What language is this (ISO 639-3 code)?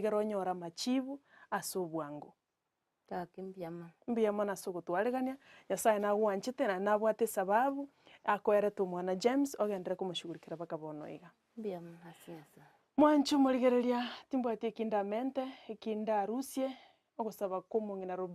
guz